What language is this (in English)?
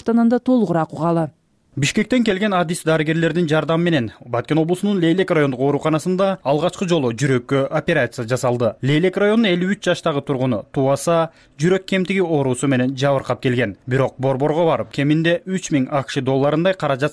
Kyrgyz